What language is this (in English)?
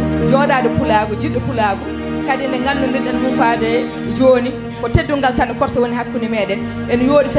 Fula